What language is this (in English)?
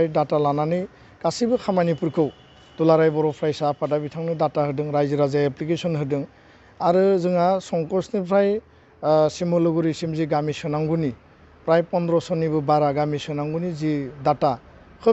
Bodo